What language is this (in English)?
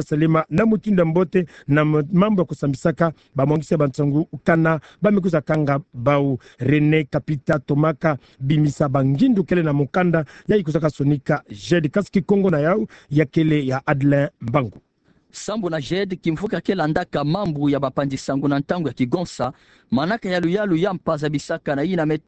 Kituba (Democratic Republic of Congo)